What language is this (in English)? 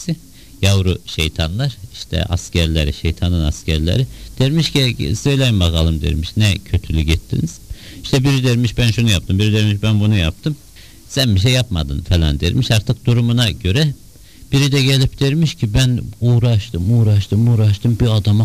Turkish